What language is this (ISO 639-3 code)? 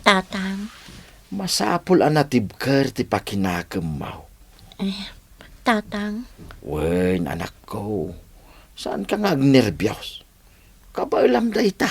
ilo